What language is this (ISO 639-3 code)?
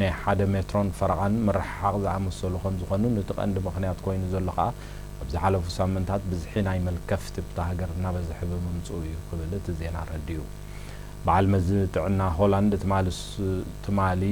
tir